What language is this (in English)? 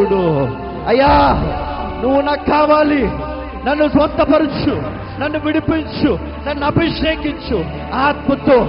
Telugu